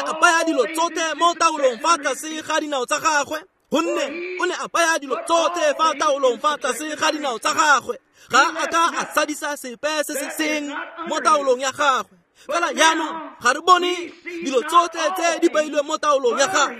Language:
Tswana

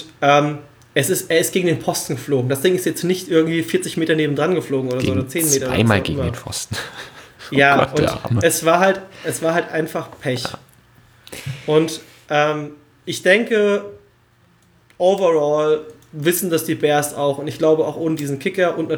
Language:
German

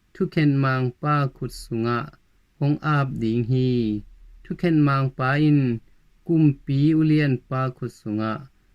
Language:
Tedim Chin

